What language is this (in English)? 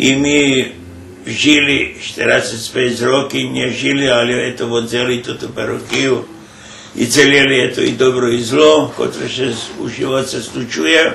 Rusyn